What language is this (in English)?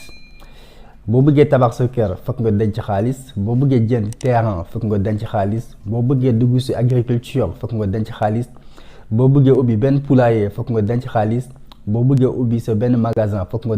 Wolof